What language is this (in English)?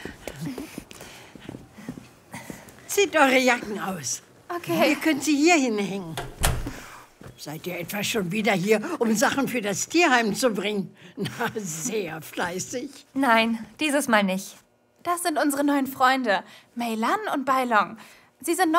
German